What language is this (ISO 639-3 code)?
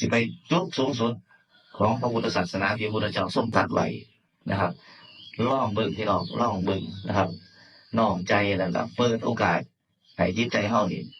tts